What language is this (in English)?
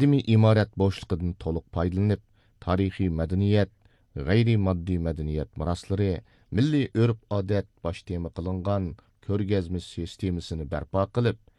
Uyghur